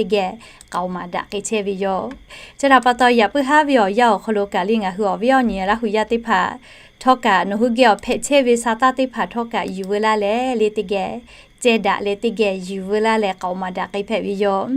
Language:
Lahu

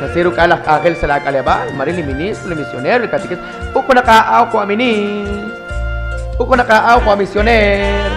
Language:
Kekchí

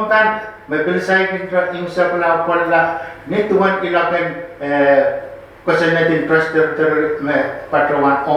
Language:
Pohnpeian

